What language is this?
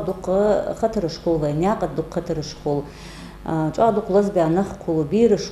Ingush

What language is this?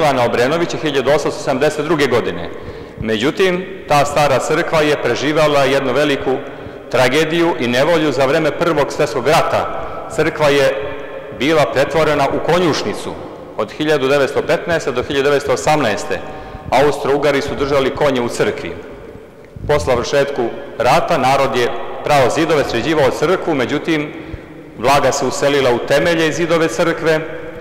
Serbian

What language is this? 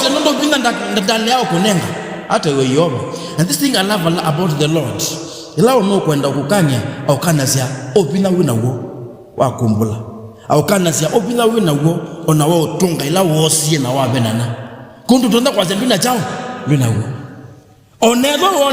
Kamba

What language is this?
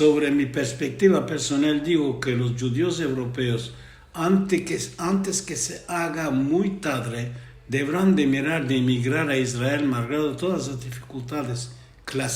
Ladino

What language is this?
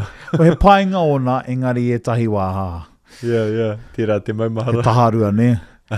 Māori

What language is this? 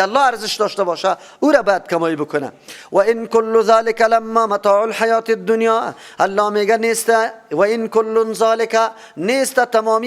Persian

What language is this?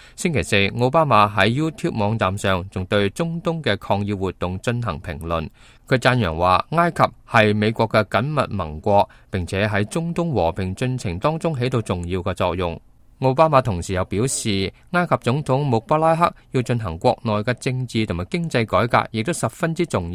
Cantonese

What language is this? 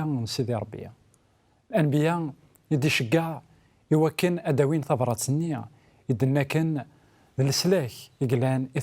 Kabyle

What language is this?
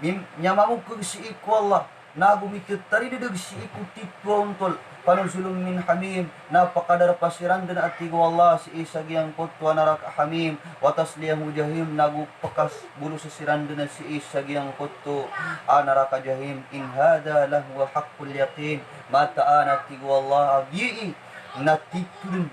Maranao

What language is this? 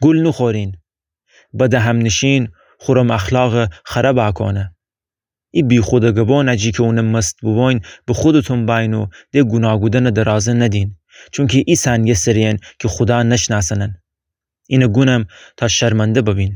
Gilaki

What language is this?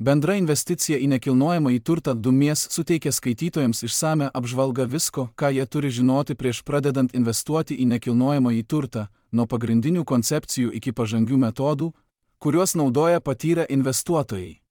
Lithuanian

